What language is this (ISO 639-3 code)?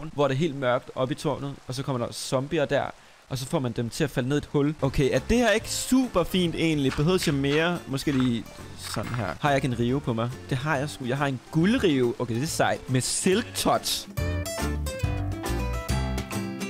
dan